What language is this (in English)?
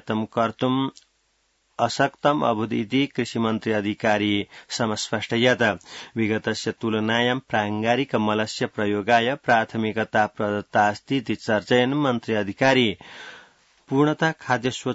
Sanskrit